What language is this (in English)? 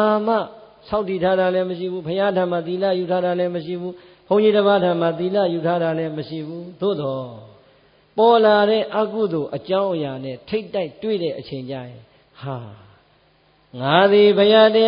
Burmese